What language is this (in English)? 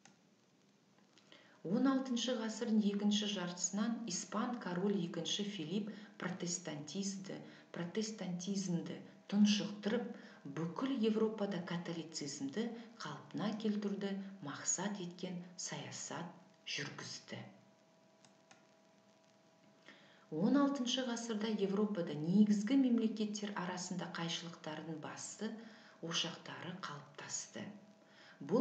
Kazakh